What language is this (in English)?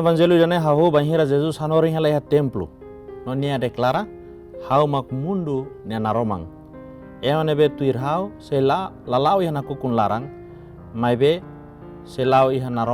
Tetum